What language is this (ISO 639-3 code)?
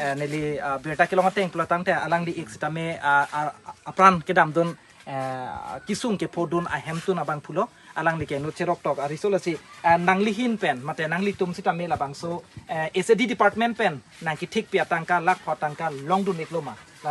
mjw